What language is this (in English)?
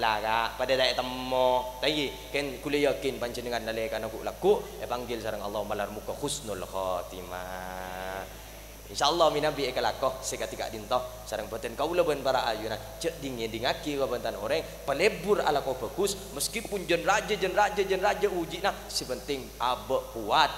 Madurese